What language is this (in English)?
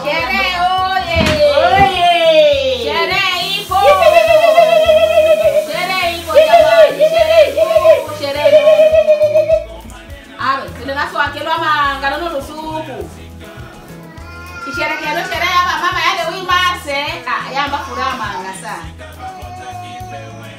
Swahili